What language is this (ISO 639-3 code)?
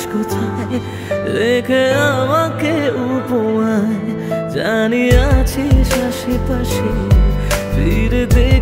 ben